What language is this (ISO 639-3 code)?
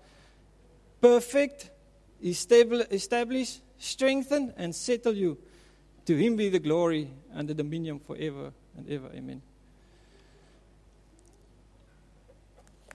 afr